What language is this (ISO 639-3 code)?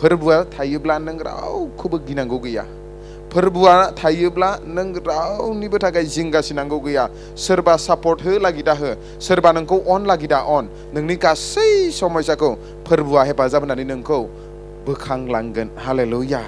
brx